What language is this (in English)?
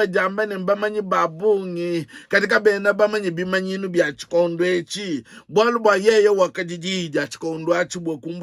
Luba-Lulua